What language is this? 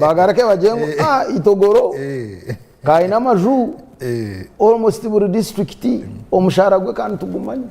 Nyankole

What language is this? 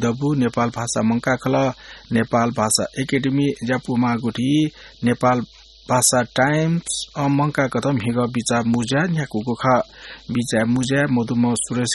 Newari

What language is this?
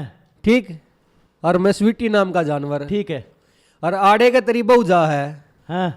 Haryanvi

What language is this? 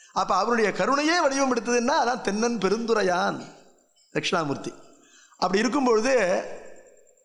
Tamil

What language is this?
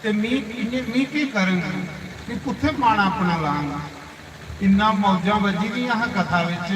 Dogri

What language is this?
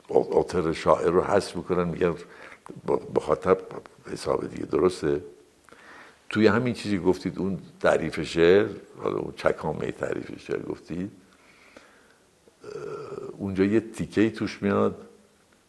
Persian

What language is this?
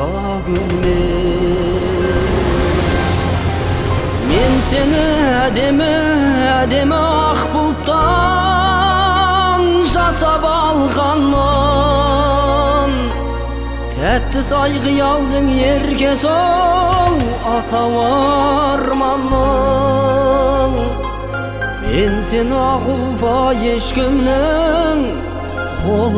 Kazakh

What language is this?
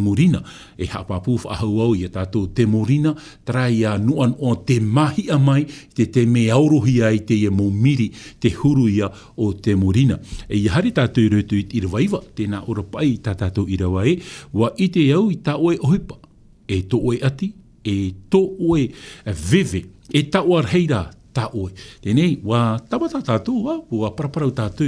Tahitian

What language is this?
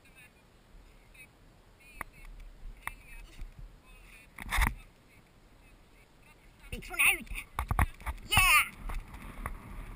Finnish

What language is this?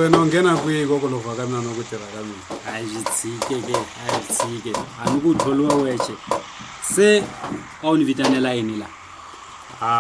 Tsonga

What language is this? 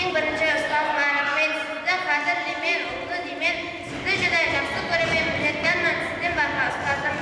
Kara-Kalpak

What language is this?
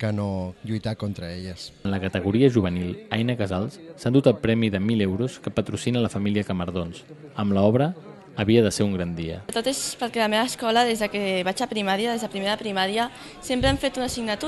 Catalan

